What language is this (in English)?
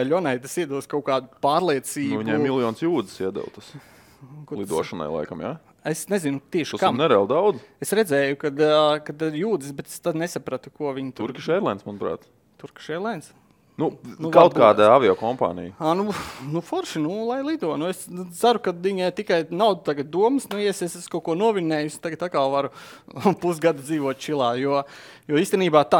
Latvian